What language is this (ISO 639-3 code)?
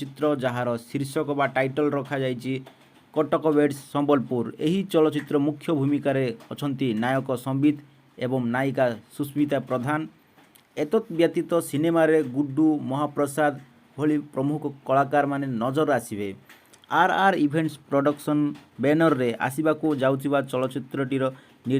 ori